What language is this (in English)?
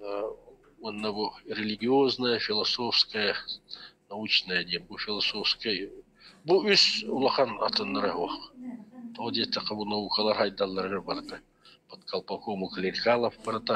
Yakut